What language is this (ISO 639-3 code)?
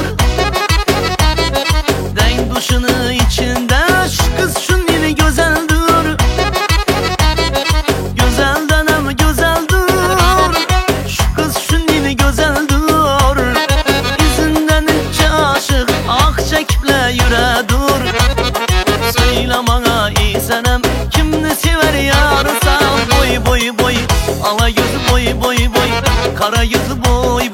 tur